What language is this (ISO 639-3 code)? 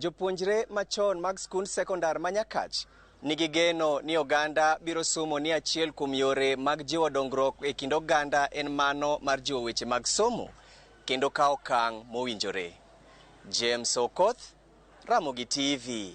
luo